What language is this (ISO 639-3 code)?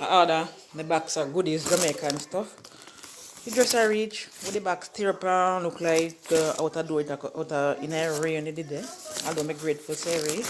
jam